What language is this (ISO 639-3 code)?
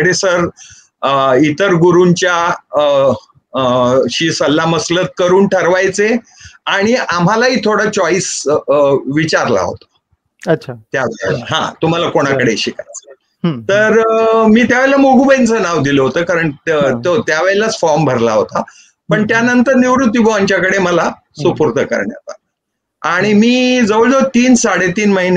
mar